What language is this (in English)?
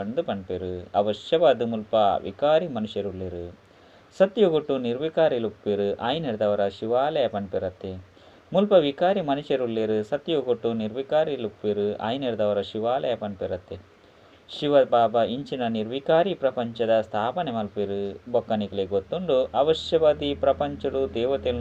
Tulu